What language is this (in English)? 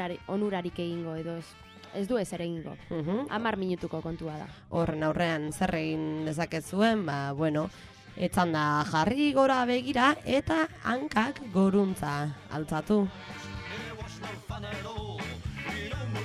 Basque